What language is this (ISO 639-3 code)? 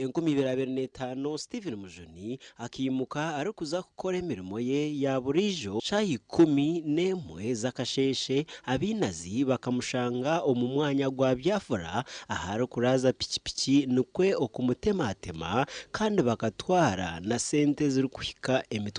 nyn